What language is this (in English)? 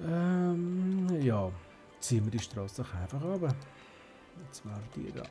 Swiss German